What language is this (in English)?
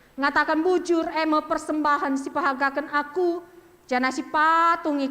Batak Karo